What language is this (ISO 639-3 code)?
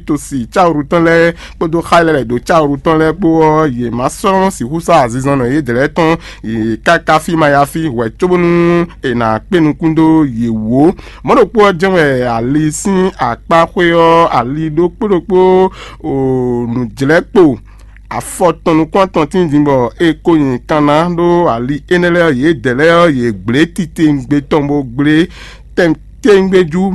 fon